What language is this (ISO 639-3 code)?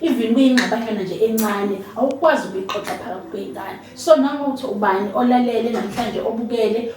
zul